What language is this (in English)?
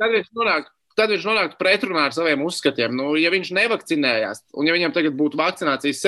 Latvian